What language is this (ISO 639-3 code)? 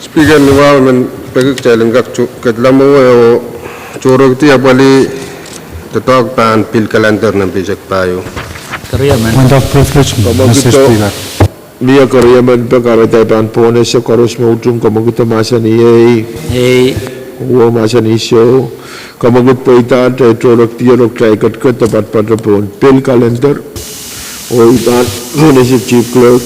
pon